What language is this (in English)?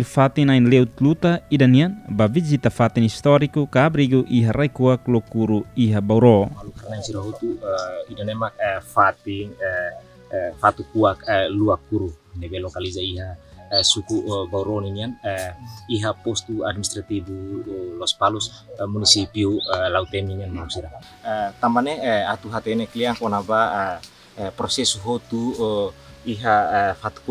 Tetum